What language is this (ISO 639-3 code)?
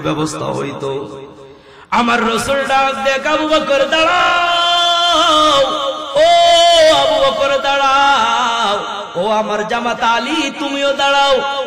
ben